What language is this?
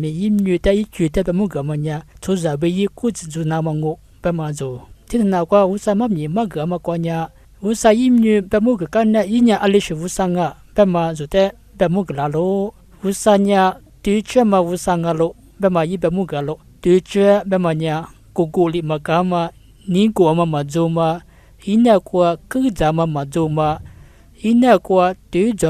Lisu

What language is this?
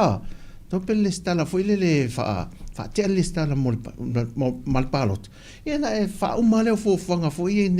Samoan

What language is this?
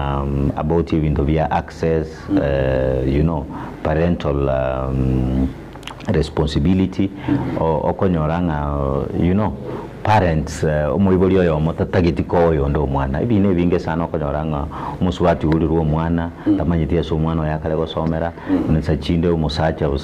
Gusii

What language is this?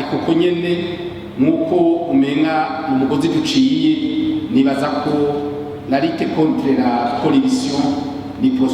Rundi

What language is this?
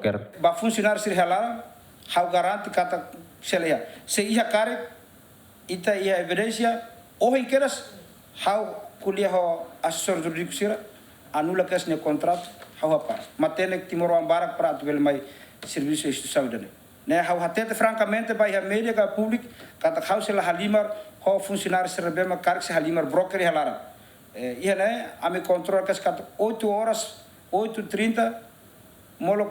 Tetum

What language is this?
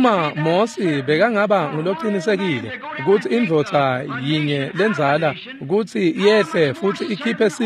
Swati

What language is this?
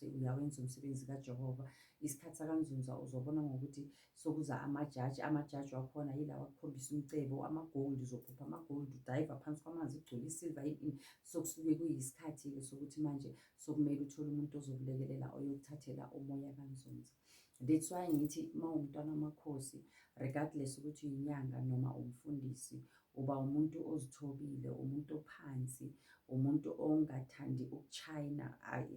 Zulu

